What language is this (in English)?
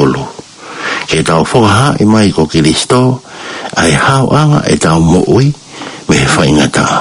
Tongan